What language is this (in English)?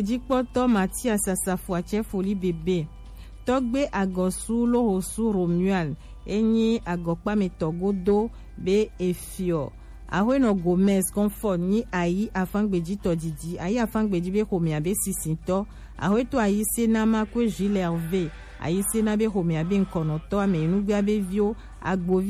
Gen